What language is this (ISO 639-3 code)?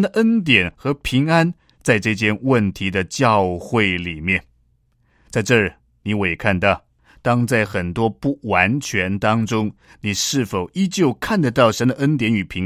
zho